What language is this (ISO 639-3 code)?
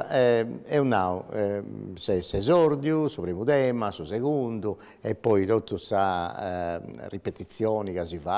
srd